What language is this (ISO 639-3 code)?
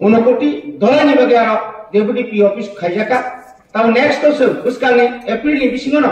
trp